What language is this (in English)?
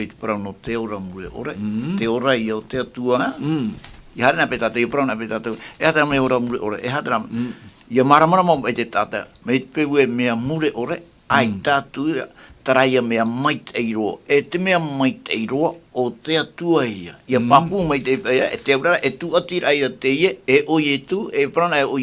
Tahitian